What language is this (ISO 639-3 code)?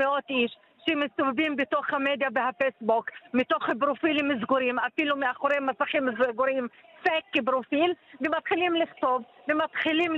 heb